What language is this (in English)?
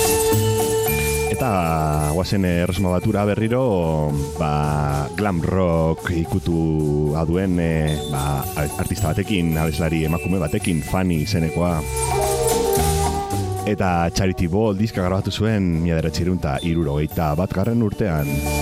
Basque